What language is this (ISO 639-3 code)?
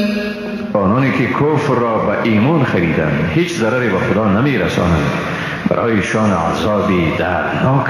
fas